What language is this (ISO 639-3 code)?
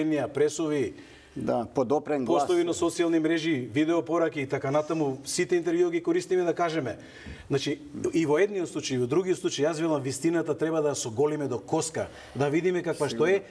mkd